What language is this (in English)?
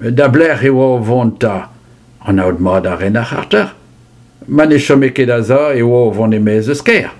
Breton